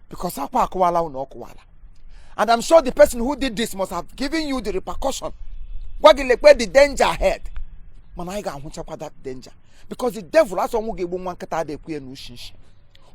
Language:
Igbo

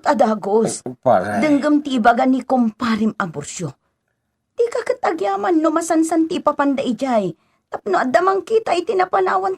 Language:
Iloko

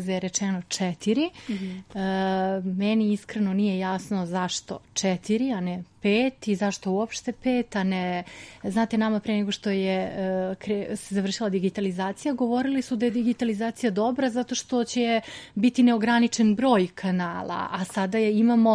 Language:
Serbian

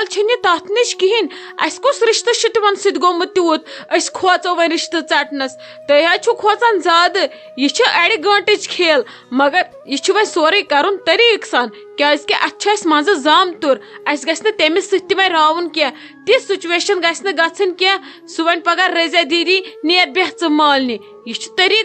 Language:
Kashmiri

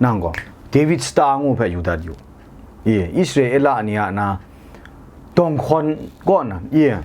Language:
Kachin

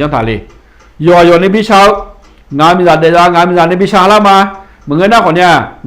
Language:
Akha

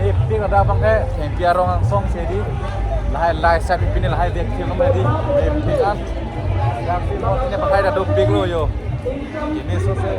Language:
Karbi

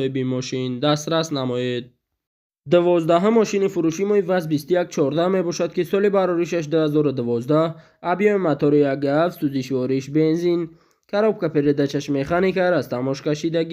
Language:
Tajik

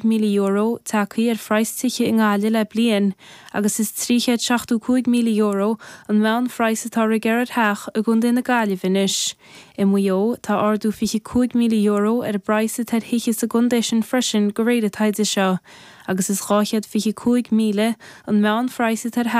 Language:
Irish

